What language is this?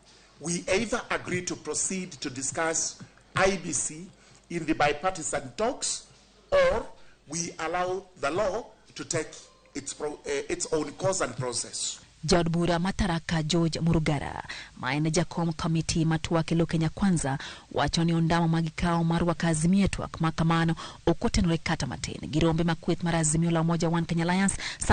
Luo (Kenya and Tanzania)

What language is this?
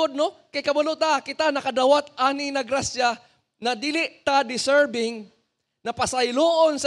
Cebuano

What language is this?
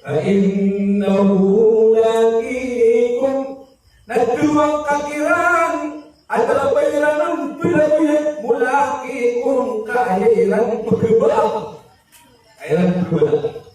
Maranao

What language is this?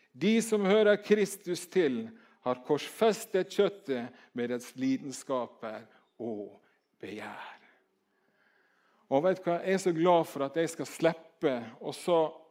Norwegian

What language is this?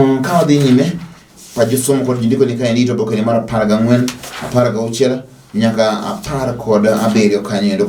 Luo (Kenya and Tanzania)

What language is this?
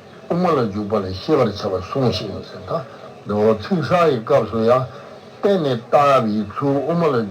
Tibetan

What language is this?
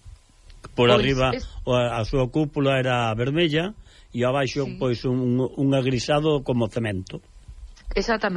Galician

